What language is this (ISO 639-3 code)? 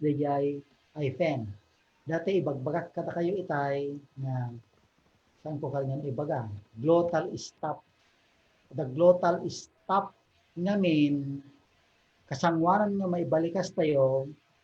ilo